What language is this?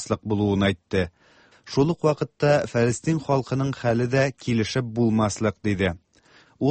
Tatar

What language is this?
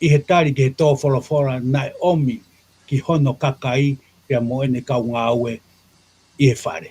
Tongan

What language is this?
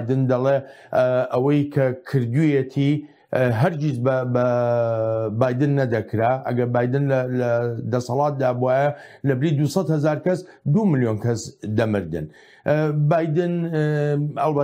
Central Kurdish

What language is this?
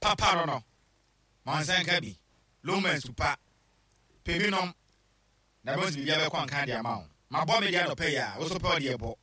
Akan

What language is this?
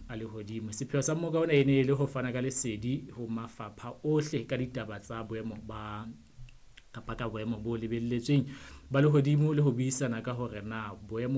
Southern Sotho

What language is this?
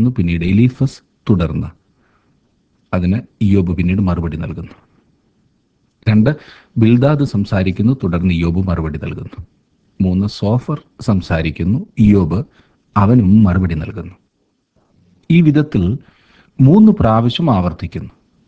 Malayalam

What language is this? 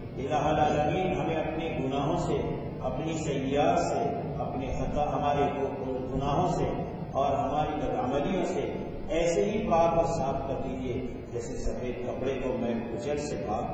Urdu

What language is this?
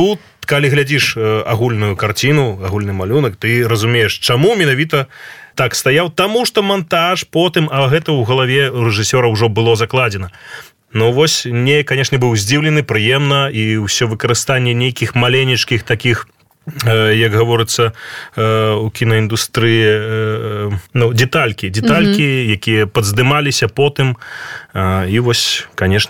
Belarusian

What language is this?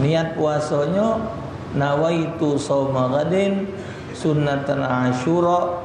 Musi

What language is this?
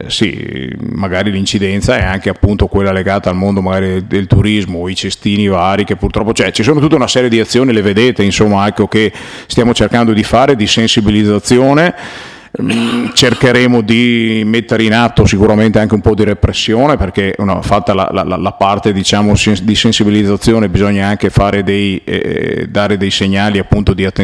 Italian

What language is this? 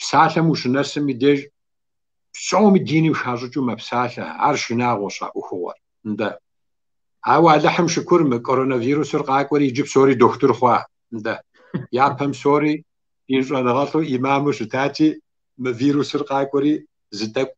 Kabardian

